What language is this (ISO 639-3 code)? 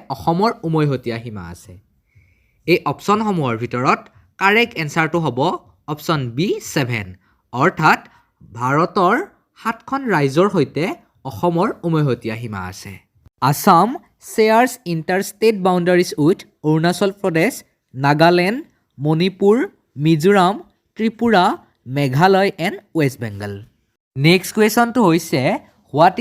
asm